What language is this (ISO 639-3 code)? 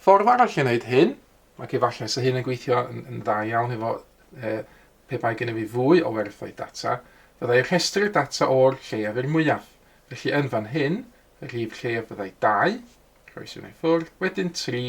cym